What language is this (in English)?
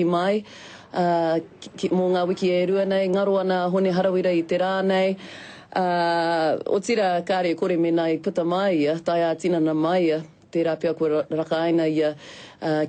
Māori